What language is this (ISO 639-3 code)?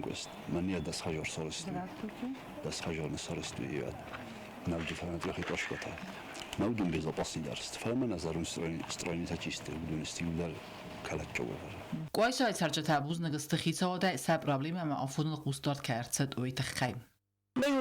oss